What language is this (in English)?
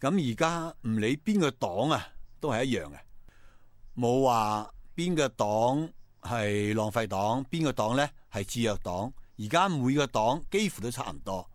Cantonese